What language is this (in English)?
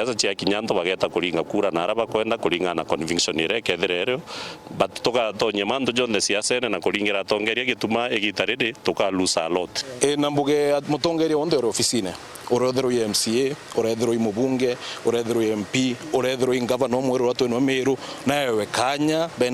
Meru